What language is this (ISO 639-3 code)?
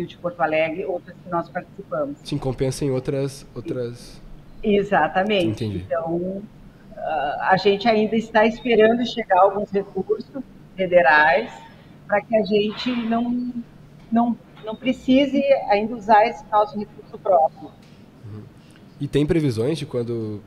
por